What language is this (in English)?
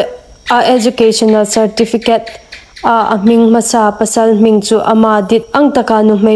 Hmar